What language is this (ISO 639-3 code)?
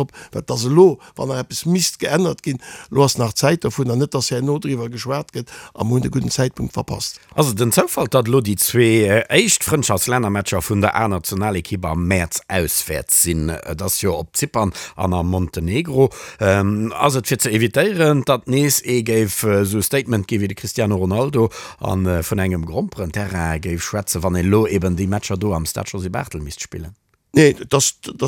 ltz